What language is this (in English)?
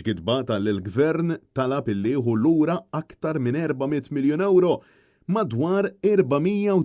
Maltese